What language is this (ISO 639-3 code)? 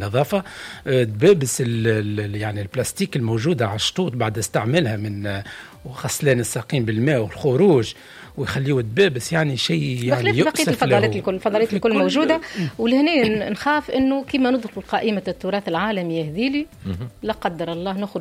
aeb